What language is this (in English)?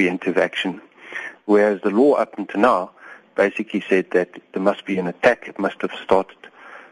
English